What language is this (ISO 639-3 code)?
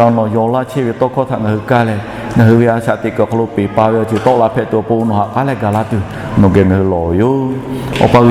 lhu